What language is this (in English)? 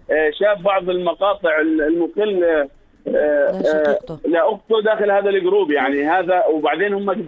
North Levantine Arabic